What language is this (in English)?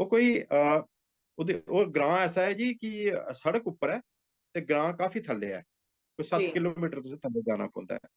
Dogri